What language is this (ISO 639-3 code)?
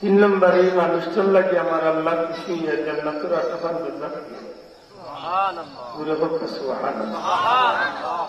syl